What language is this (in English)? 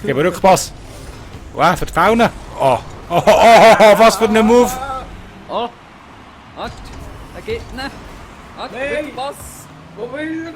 Swiss German